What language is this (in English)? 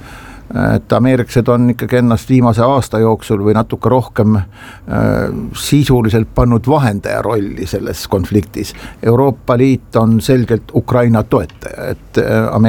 Estonian